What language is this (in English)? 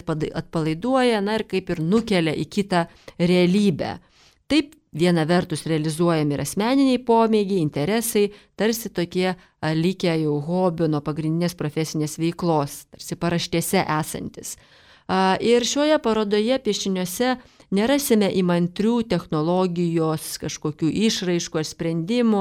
Lithuanian